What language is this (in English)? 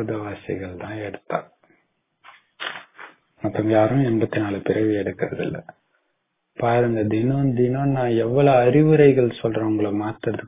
Tamil